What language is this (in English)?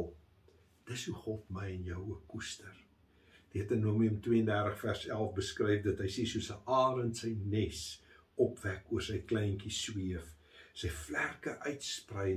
Afrikaans